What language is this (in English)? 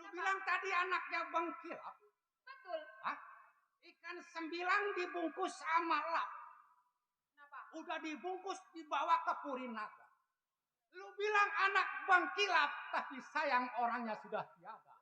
Betawi